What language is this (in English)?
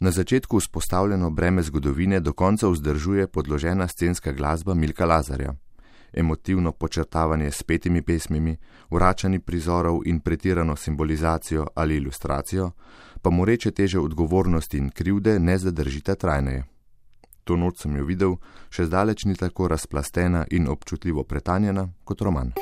Slovenian